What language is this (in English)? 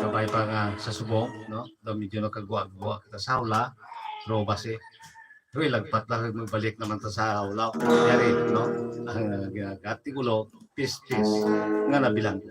Hiligaynon